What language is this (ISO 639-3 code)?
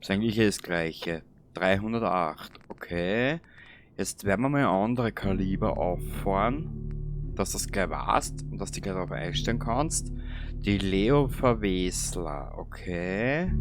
bar